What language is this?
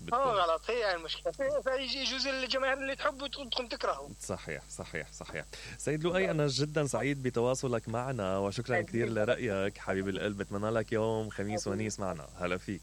Mesopotamian Arabic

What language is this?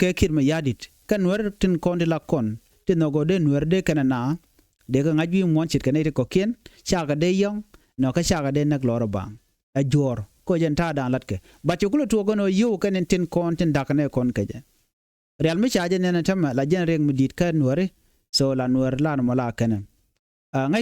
Nuer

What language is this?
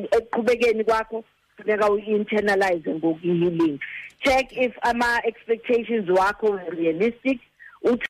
Xhosa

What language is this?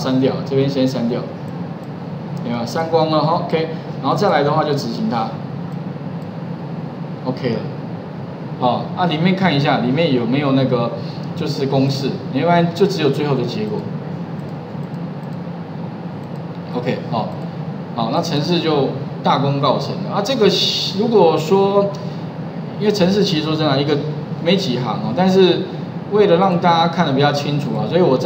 Chinese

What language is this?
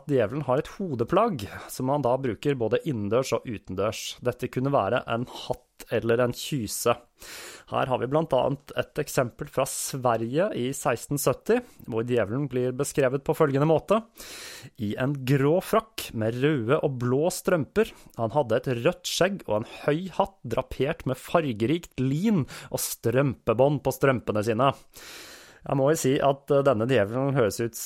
Norwegian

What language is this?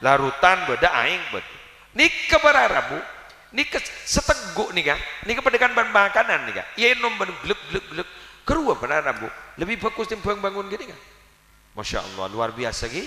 Madurese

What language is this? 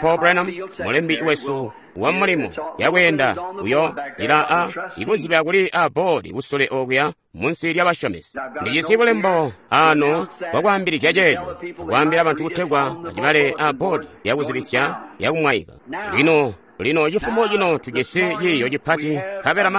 Tonga (Zambia)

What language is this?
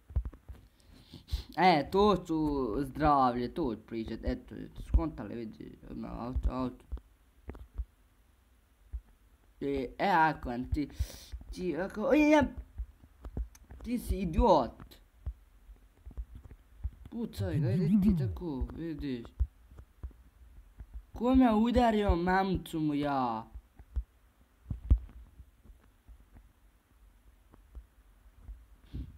Bosnian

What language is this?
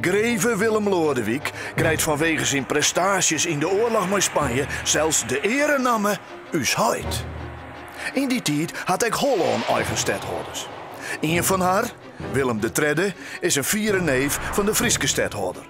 Western Frisian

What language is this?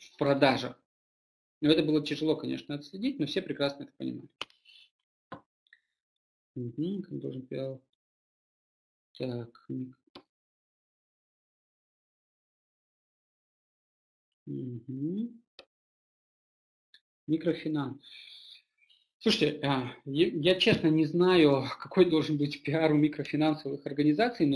Russian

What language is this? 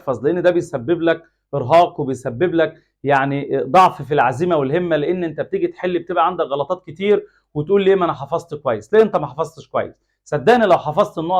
Egyptian Arabic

